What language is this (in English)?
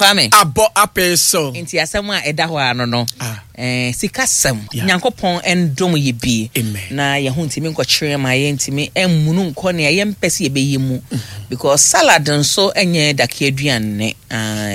Akan